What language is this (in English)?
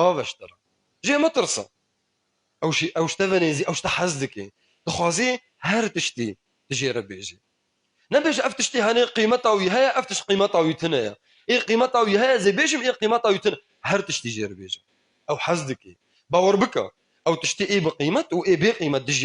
Kurdish